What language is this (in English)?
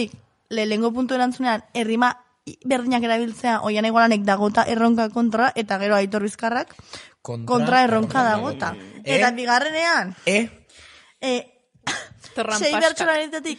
Basque